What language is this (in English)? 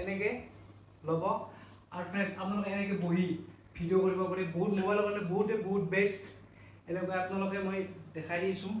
Assamese